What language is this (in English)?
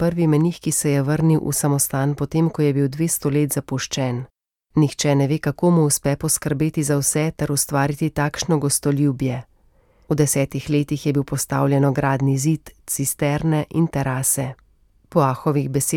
Slovenian